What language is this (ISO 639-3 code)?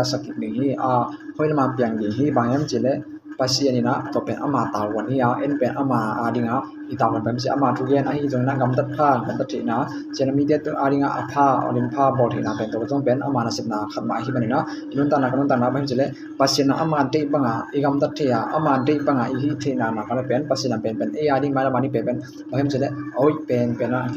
ctd